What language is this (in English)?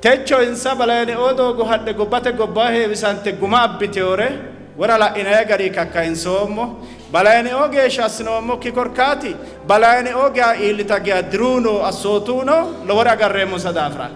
Sidamo